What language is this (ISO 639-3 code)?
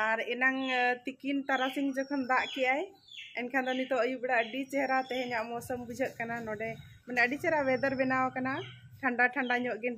sat